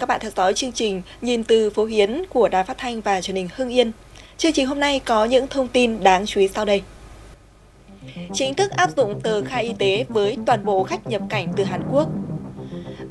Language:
Vietnamese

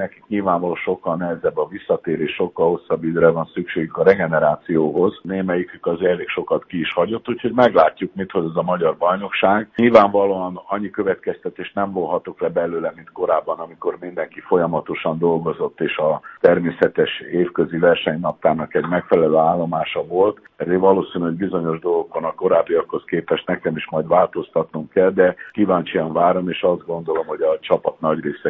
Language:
Hungarian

